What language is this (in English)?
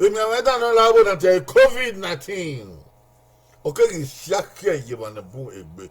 Bini